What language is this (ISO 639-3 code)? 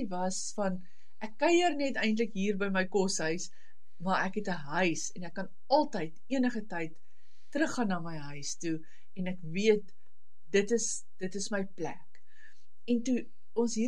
afr